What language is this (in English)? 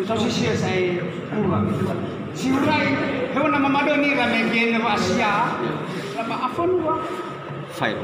Nias